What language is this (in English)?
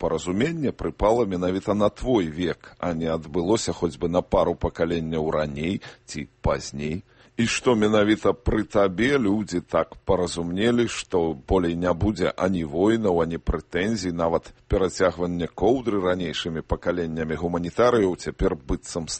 Belarusian